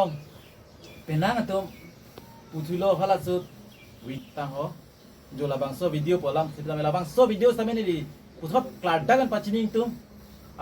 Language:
Karbi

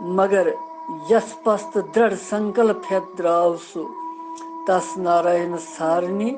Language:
Kashmiri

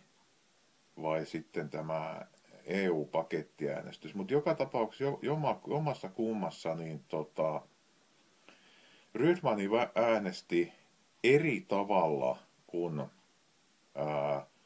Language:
Finnish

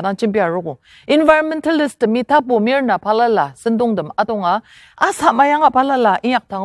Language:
Ao Naga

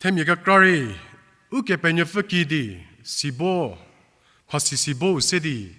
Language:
Angami Naga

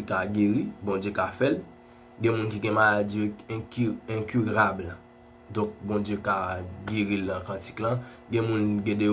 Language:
Haitian Creole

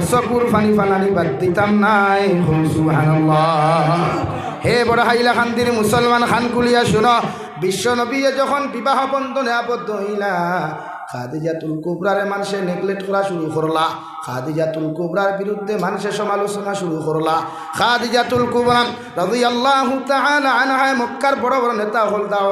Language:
Sylheti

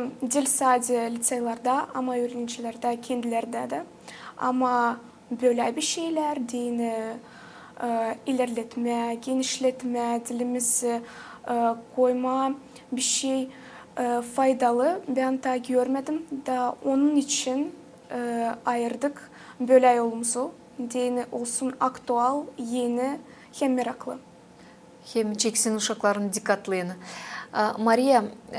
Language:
Gagauz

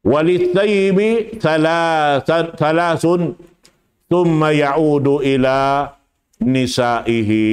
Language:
Tausug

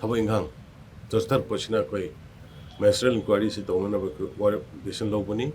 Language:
Manipuri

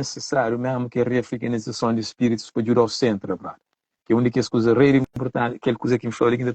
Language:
Kabuverdianu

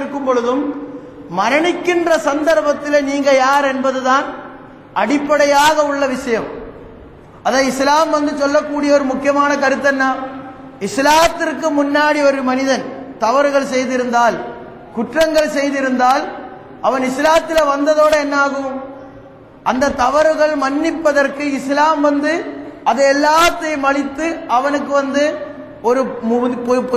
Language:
Tamil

